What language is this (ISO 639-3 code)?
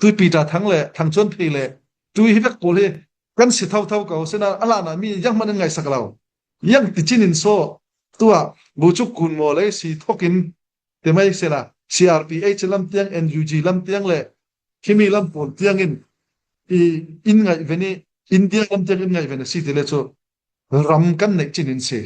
cfm